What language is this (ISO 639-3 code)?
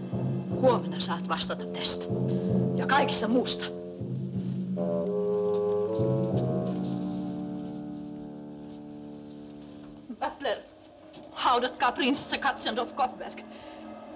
fin